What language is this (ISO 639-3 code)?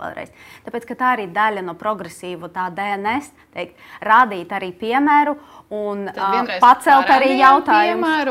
lav